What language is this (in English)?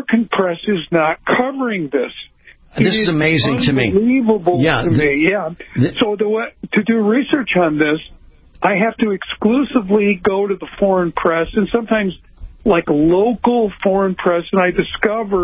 English